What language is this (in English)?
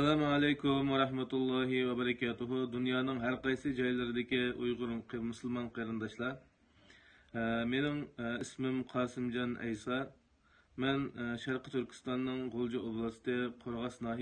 Uyghur